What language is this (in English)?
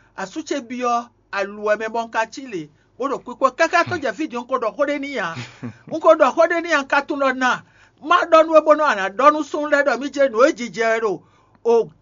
Fon